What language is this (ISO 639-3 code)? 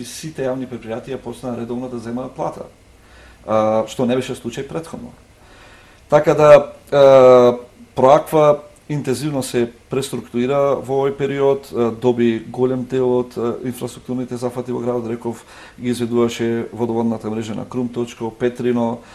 mkd